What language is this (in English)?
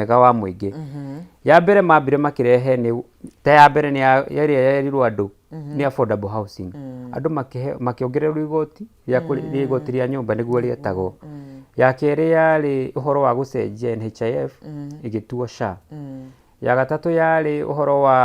Kikuyu